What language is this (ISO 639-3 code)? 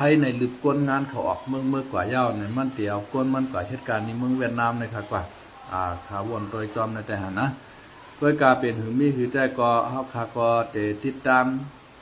shn